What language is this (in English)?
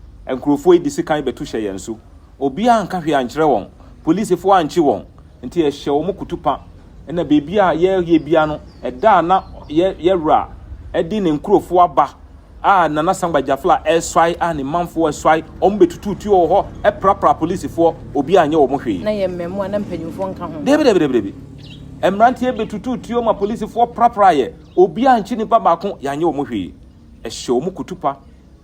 Akan